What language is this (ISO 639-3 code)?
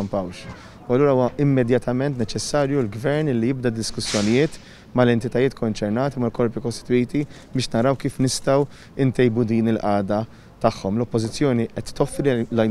mlt